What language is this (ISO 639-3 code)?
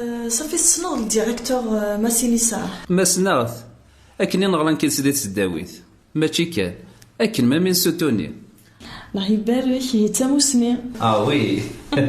kab